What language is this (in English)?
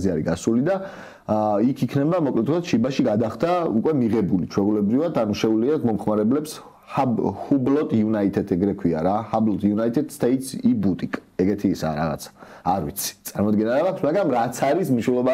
Georgian